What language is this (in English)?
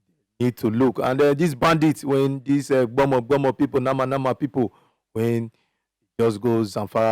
Nigerian Pidgin